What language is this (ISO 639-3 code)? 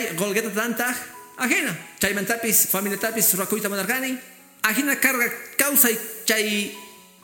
que